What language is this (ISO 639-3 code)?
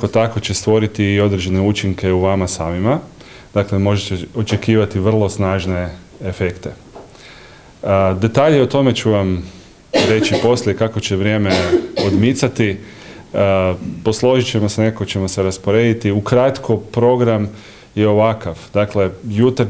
hrv